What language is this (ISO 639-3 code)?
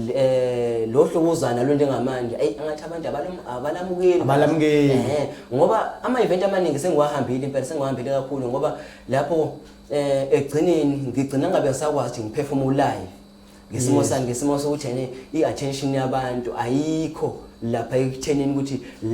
zul